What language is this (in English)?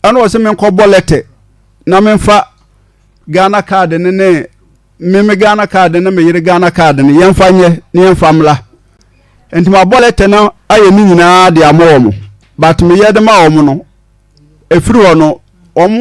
Akan